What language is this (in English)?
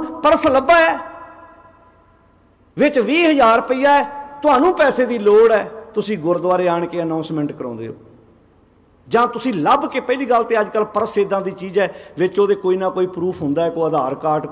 Punjabi